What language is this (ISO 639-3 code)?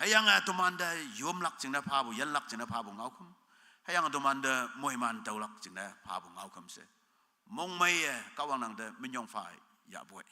nbe